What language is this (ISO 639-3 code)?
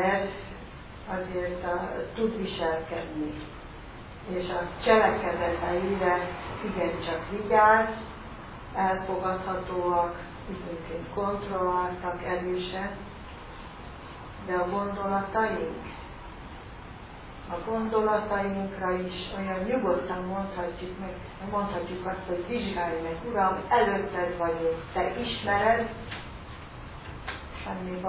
hun